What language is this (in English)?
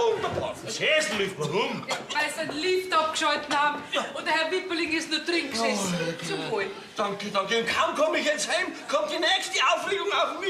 Bavarian